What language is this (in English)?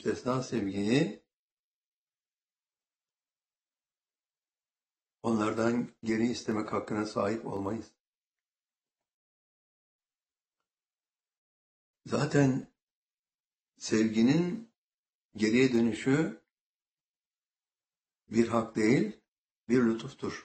Turkish